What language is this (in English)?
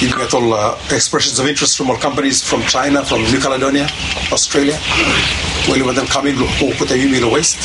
Bislama